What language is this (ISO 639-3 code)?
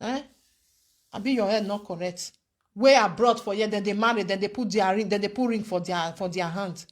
pcm